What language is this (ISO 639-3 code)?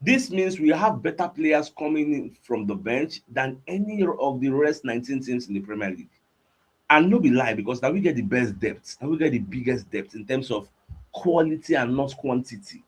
pcm